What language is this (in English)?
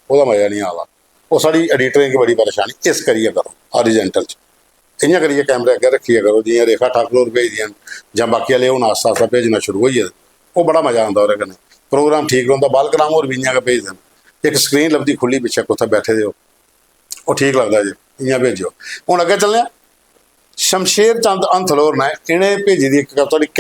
Dogri